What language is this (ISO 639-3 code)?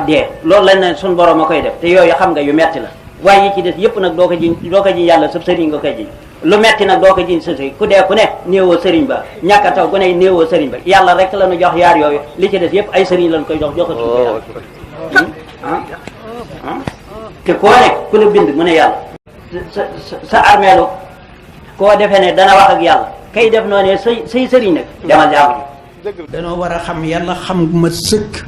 wol